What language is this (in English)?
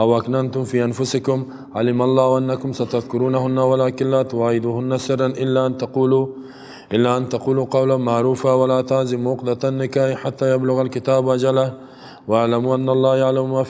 Persian